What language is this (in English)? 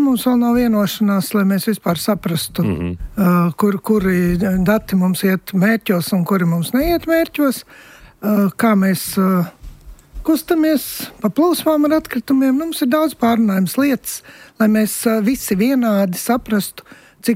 Latvian